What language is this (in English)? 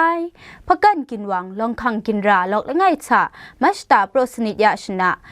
Kachin